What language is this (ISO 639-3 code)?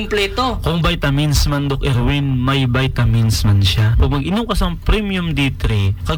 hil